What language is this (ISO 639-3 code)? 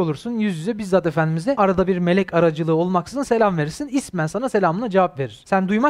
tur